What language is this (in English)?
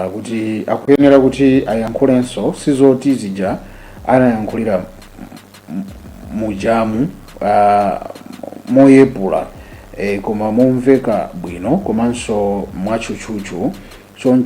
Nyanja